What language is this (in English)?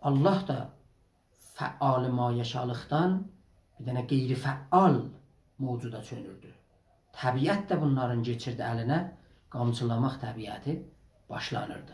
South Azerbaijani